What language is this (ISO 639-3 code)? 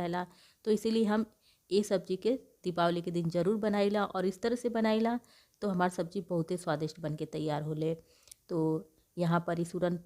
bho